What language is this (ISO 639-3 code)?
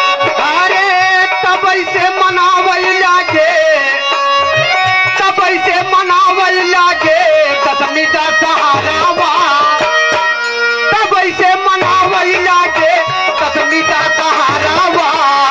bho